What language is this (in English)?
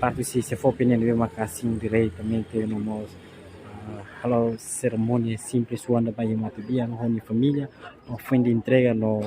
Tetum